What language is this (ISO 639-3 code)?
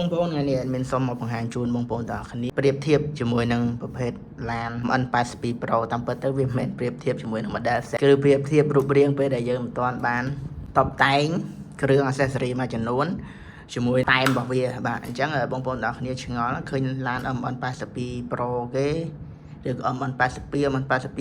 khm